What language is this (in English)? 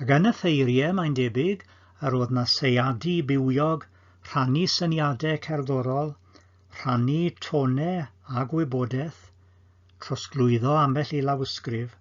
Welsh